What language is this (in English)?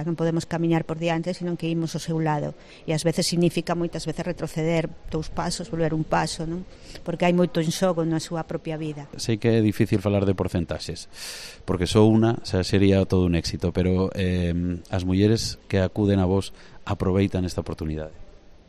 Galician